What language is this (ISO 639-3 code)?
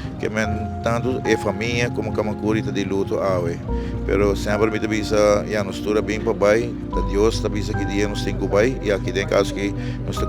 pap